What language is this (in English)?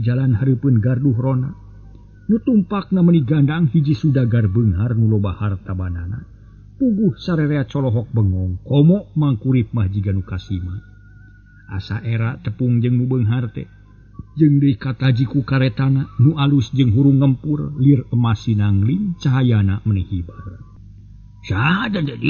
Sundanese